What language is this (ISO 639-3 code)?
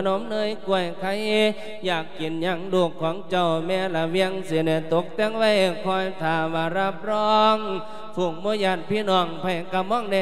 lao